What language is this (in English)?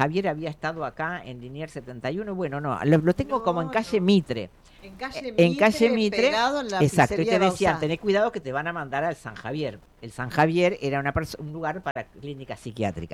Spanish